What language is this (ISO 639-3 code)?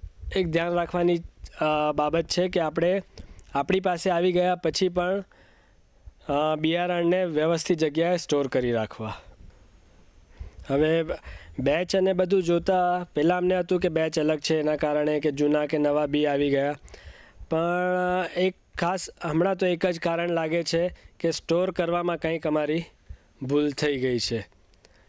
guj